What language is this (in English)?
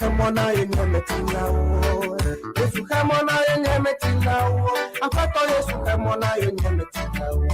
Ewe